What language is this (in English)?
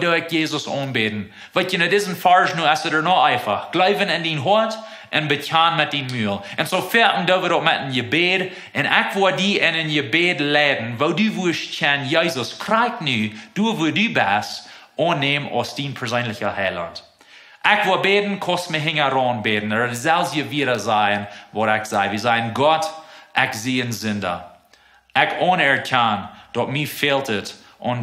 Plautdietsch